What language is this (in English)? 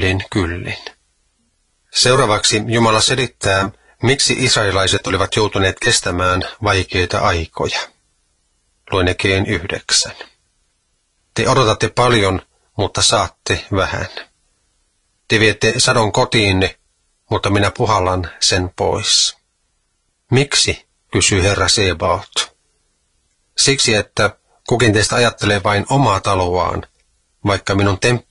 Finnish